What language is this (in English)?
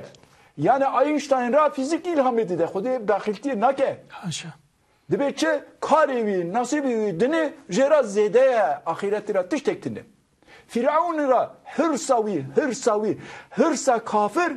Kurdish